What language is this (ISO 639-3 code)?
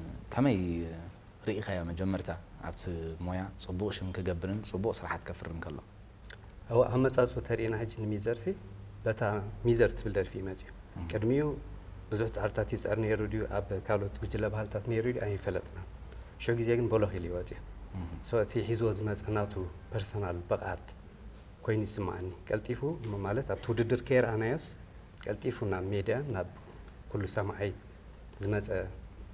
tir